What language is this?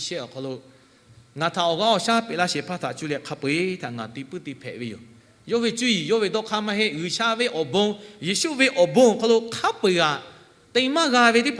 Lahu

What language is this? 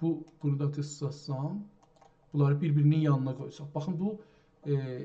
South Azerbaijani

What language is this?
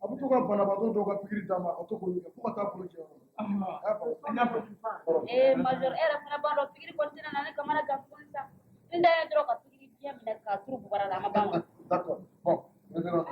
Bambara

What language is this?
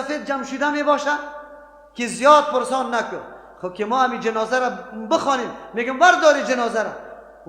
Persian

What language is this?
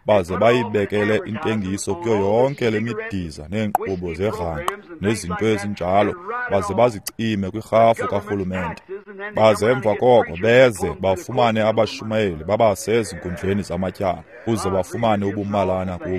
Xhosa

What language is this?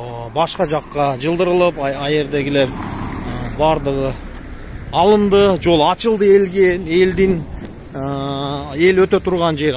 Kyrgyz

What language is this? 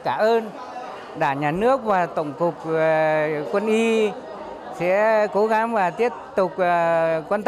Vietnamese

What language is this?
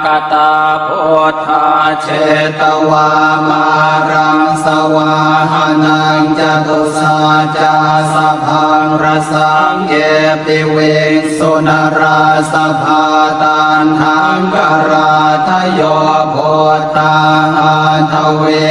Pali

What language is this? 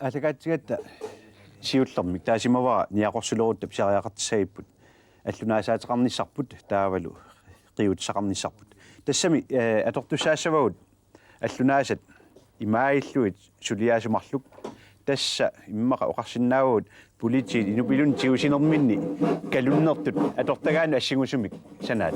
Kalaallisut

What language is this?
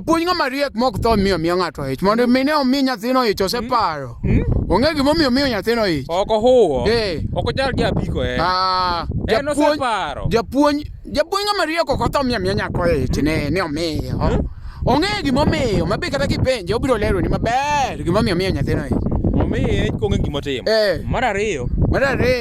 Luo (Kenya and Tanzania)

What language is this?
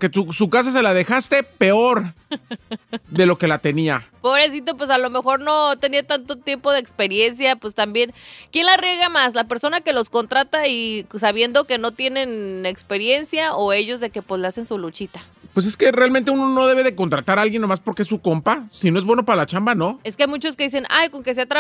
Spanish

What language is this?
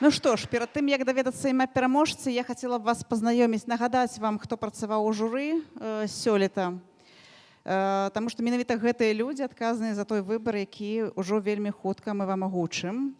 Belarusian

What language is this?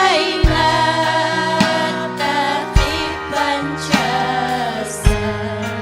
Ayacucho Quechua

